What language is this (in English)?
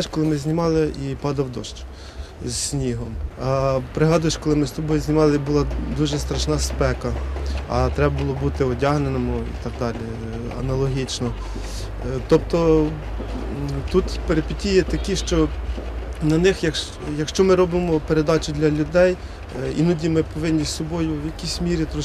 Ukrainian